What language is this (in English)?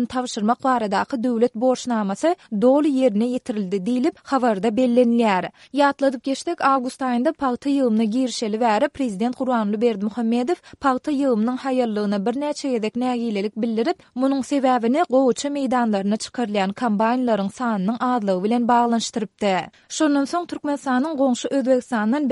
Turkmen